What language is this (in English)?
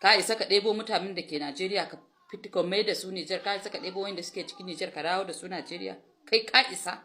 Hausa